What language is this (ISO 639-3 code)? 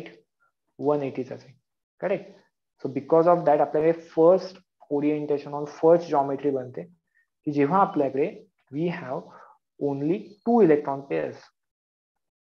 mar